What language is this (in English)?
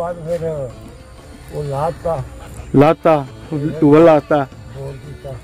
Punjabi